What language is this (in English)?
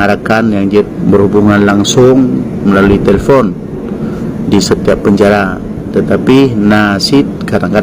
Achinese